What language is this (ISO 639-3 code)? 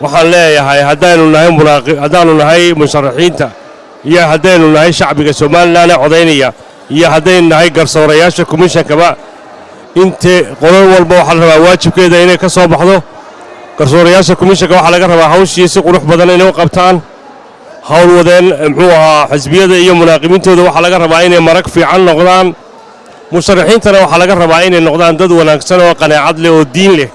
som